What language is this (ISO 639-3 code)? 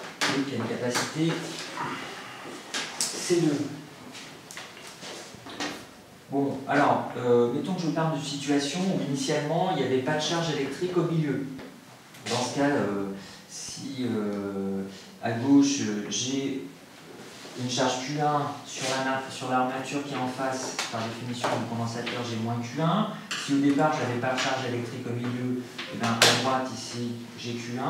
fra